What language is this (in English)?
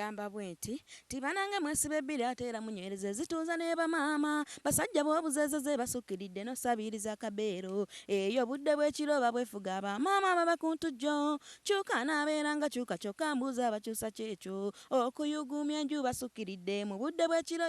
Ganda